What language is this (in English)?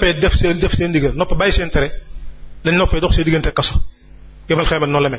Wolof